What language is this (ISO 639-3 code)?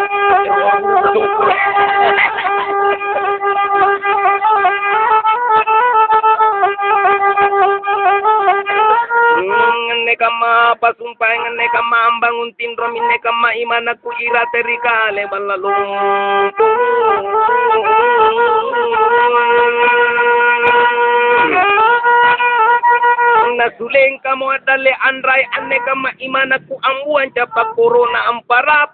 mak